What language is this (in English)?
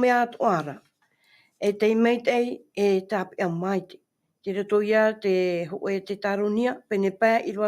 Tahitian